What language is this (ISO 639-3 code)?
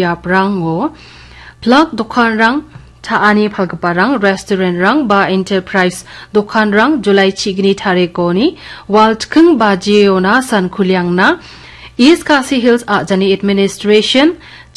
grt